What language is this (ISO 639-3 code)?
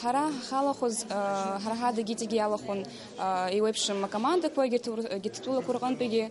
abk